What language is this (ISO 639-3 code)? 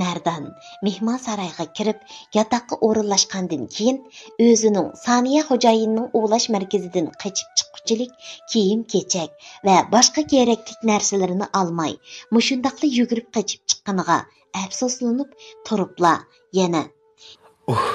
uig